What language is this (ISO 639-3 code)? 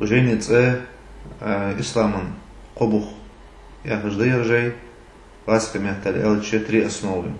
inh